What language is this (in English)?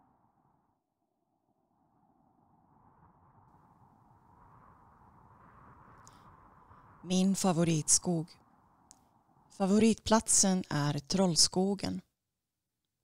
Swedish